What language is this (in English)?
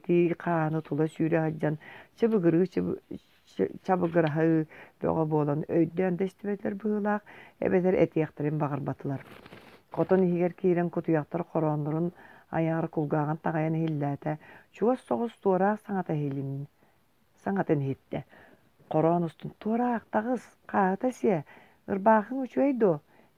Yakut